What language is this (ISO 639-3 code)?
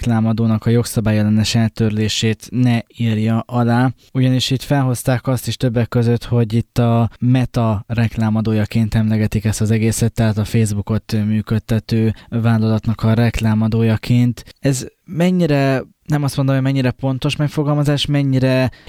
hun